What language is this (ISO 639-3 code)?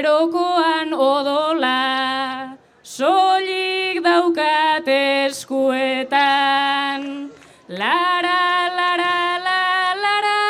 eus